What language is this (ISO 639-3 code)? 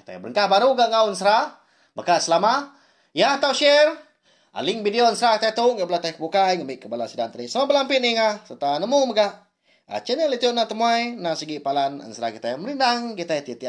iba